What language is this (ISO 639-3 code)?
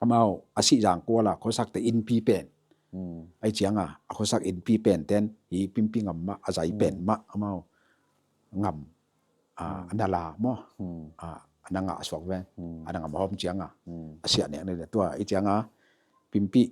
ctd